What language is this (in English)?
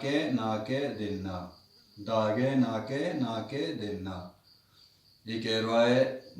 Baluchi